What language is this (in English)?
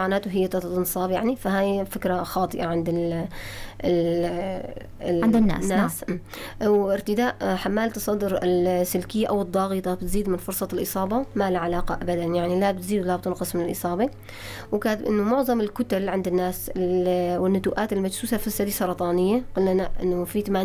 North Levantine Arabic